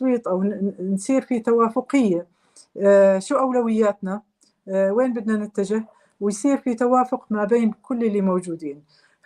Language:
North Levantine Arabic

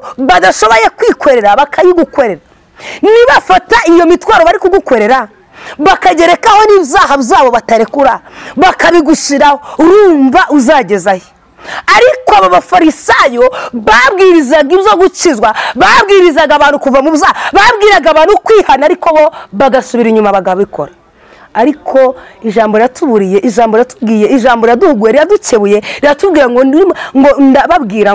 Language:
Kinyarwanda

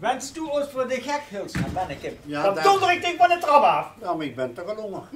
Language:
Limburgish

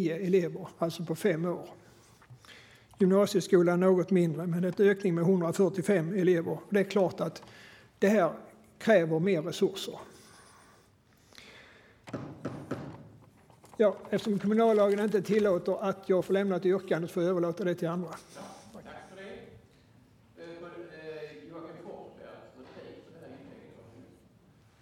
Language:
Swedish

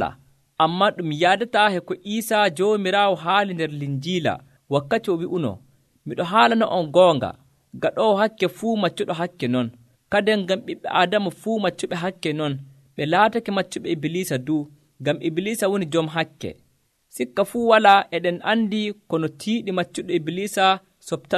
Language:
Nigerian Fulfulde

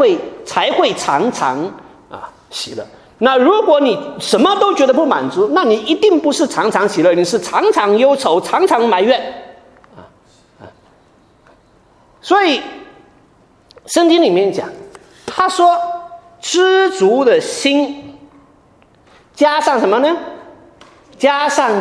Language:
Chinese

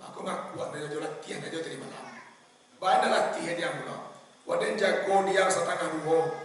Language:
Minangkabau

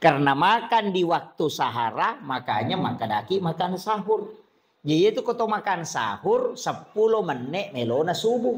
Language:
Buginese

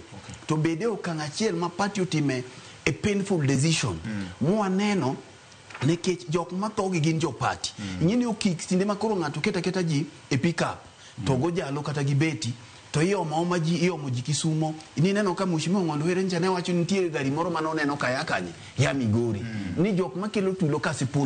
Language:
Luo (Kenya and Tanzania)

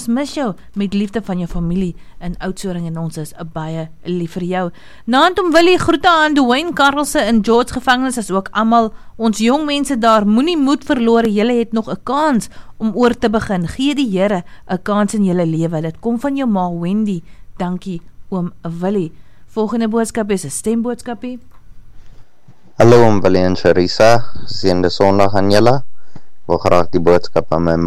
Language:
Afrikaans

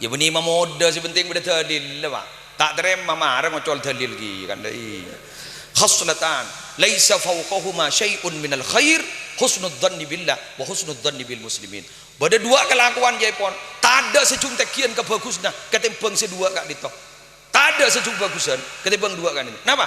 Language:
Madurese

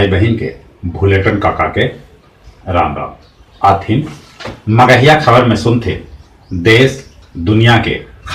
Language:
Magahi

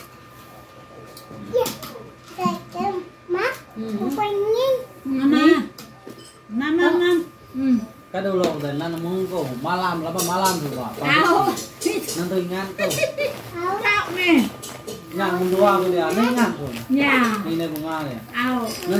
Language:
Malay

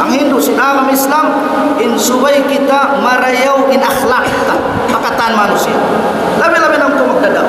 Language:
Tausug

